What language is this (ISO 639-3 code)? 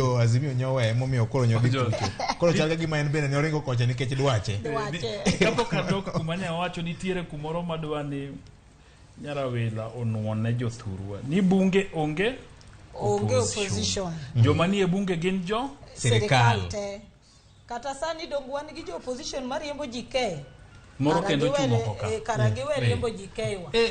luo